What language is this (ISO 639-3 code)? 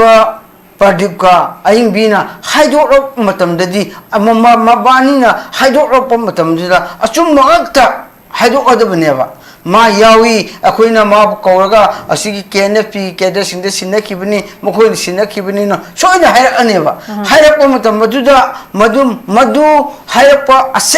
mni